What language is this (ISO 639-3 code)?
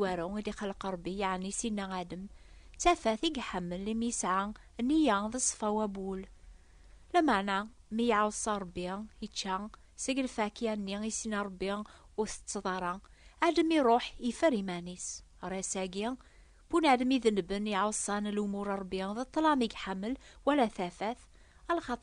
kab